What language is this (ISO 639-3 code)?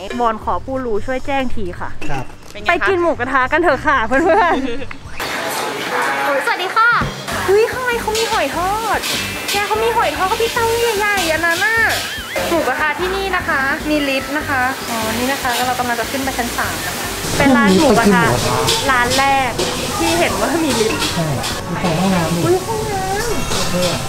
tha